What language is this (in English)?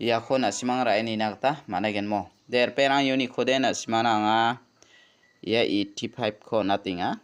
Garo